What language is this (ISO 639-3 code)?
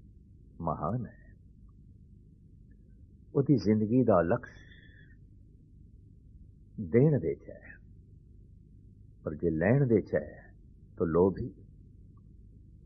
pan